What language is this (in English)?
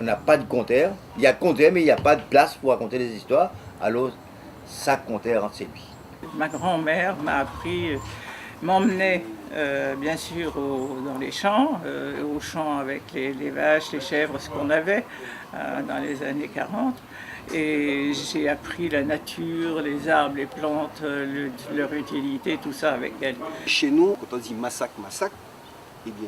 Réunion Creole French